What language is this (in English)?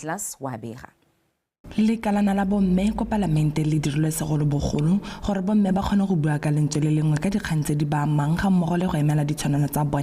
Tswana